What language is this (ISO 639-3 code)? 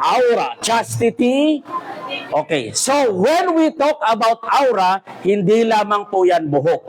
mrw